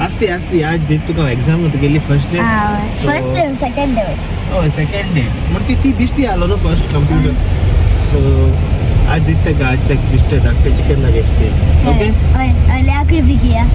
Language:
Konkani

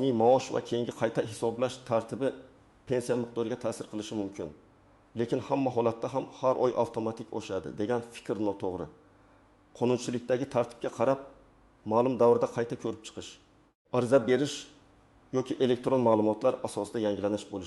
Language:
Uzbek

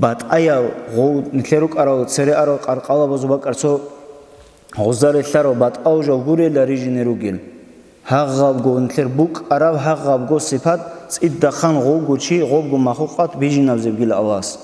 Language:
Avaric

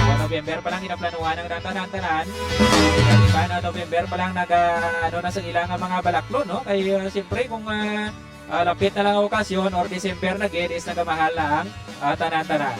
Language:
Hiligaynon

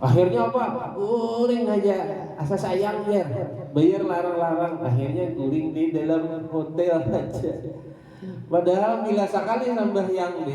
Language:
Banjar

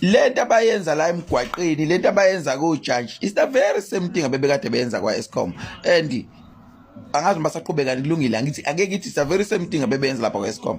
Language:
Zulu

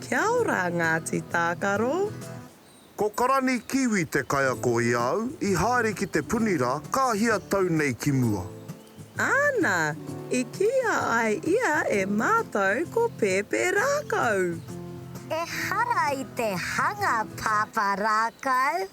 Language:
Māori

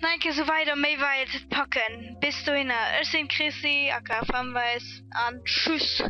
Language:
Luxembourgish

